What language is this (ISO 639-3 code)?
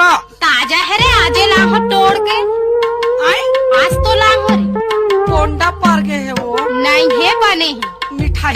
hne